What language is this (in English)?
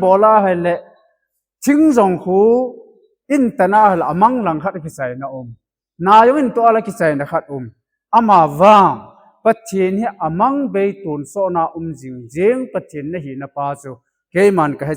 Thado Chin